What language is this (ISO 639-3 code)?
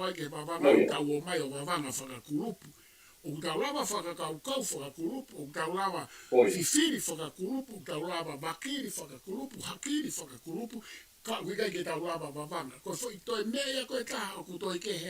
ton